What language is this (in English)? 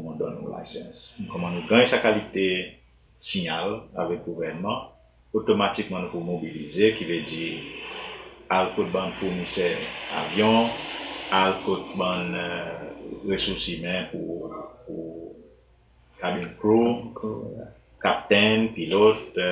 Seselwa Creole French